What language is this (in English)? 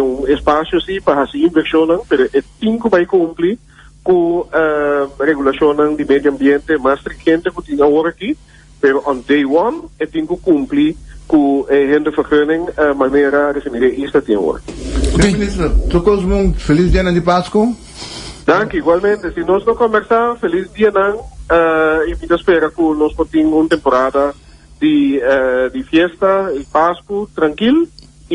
Papiamento